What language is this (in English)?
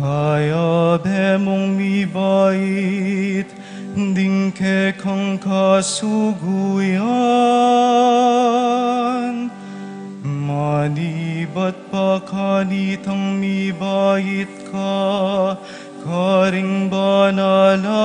Pampanga